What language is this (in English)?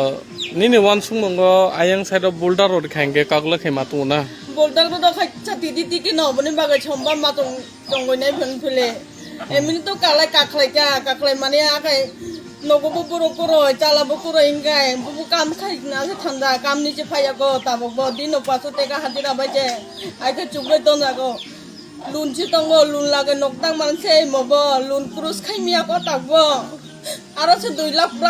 Kok Borok